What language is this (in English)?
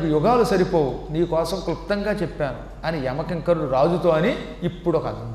Telugu